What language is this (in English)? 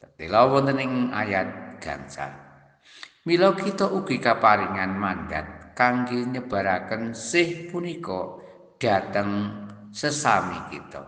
Javanese